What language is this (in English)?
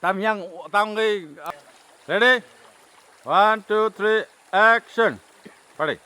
Kok Borok